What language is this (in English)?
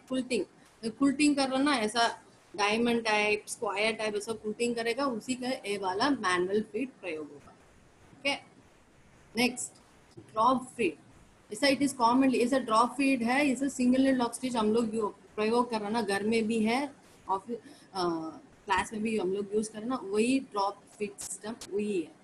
Hindi